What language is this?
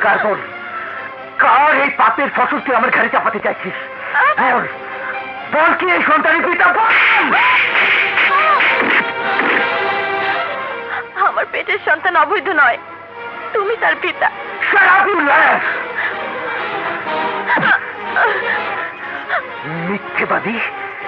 Bangla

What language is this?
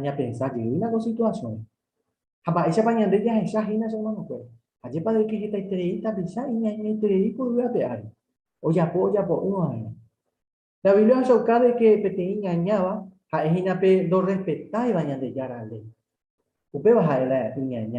Guarani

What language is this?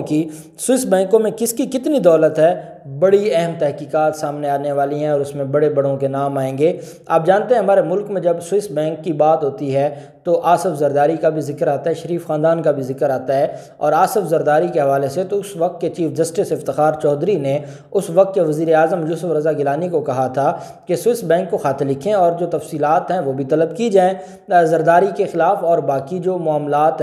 Urdu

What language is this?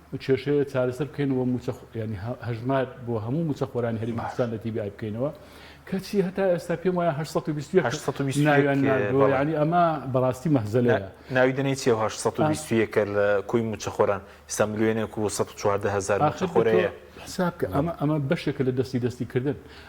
Central Kurdish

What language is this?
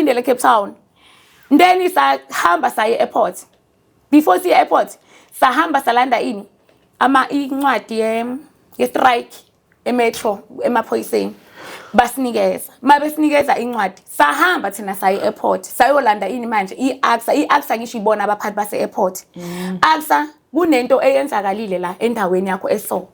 Zulu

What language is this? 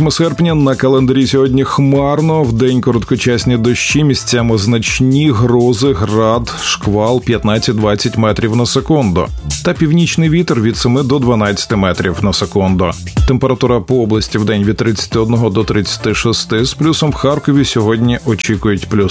Ukrainian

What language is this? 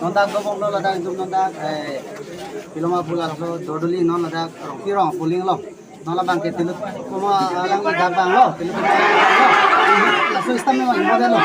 Karbi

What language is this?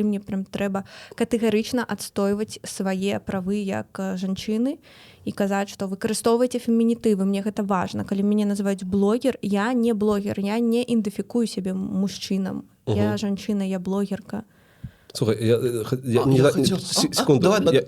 Belarusian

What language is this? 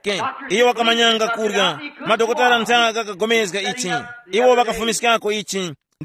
Tumbuka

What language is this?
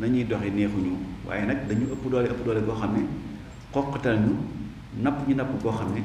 Wolof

